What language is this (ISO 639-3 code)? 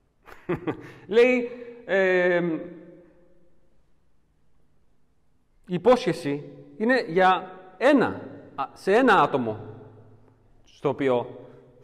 ell